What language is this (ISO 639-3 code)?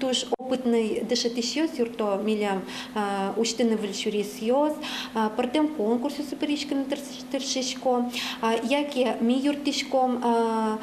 udm